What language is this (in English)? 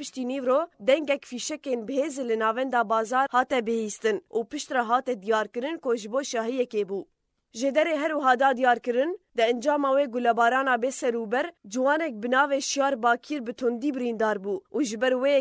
Kurdish